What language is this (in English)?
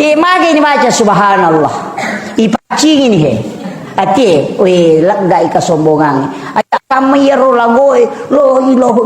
Buginese